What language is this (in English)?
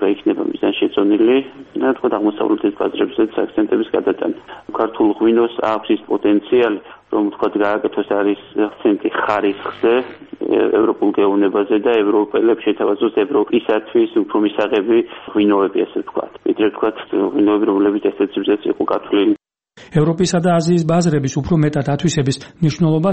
Georgian